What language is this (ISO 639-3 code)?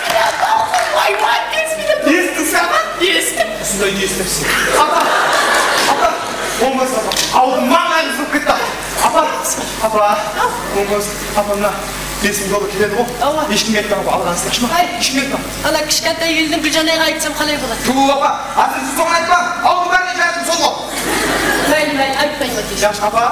kaa